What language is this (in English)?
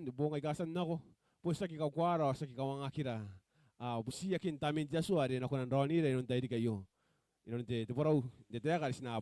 Gilbertese